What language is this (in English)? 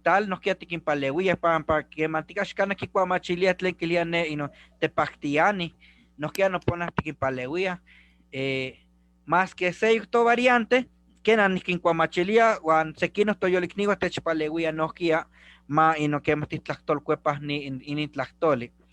Eastern Huasteca Nahuatl